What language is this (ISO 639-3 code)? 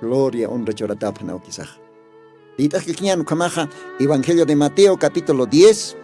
aym